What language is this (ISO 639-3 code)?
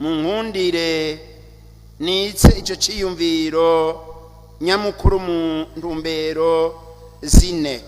run